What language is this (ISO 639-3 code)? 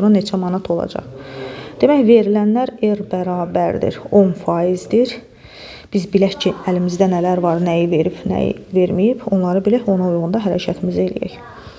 aze